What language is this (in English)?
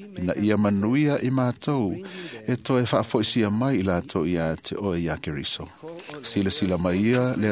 Samoan